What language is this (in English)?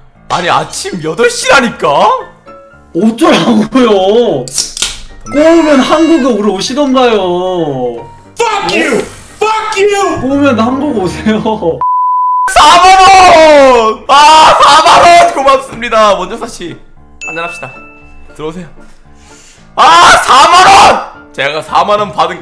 Korean